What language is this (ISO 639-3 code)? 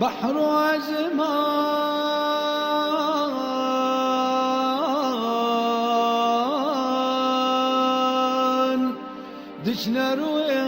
kur